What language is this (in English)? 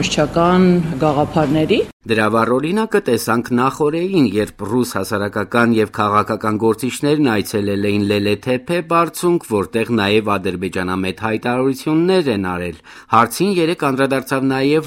Armenian